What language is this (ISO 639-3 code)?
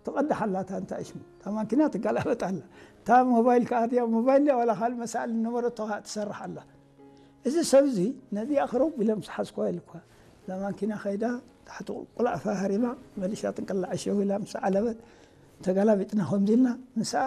tir